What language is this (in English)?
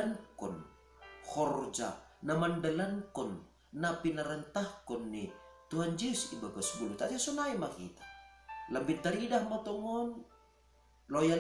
Batak Simalungun